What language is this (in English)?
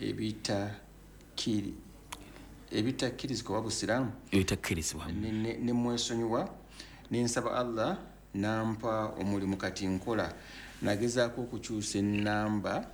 Ganda